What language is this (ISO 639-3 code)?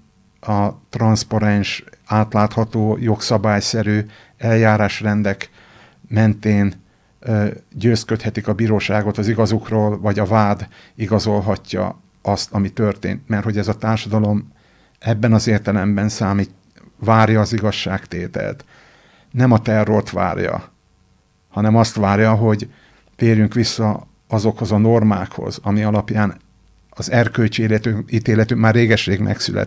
hun